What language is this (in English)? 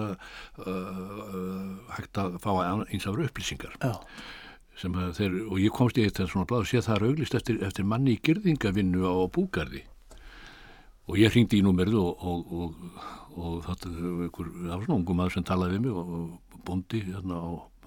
Icelandic